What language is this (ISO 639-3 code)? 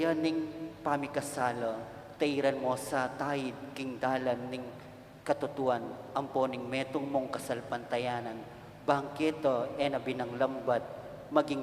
pam